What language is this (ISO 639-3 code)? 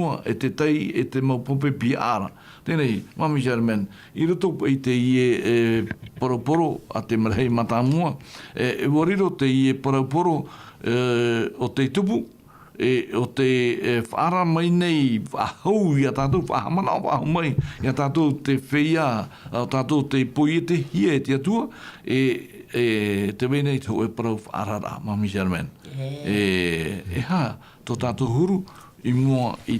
tah